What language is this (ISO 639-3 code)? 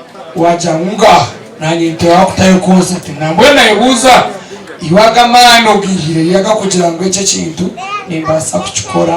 nyn